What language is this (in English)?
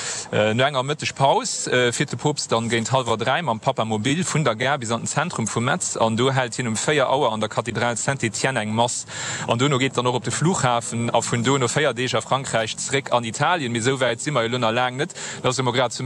Luxembourgish